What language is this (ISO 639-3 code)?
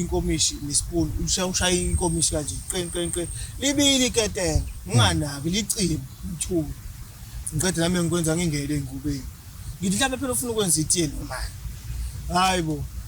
zul